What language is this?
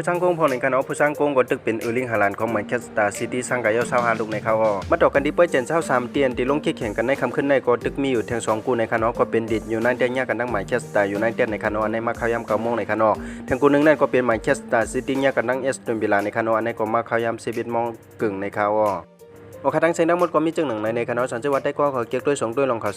Shan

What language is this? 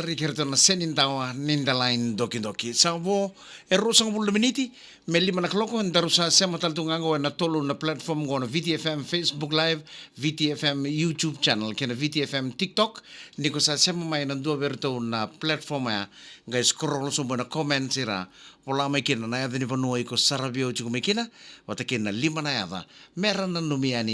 Fijian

